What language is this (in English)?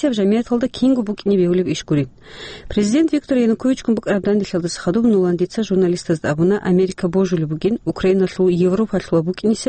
Avaric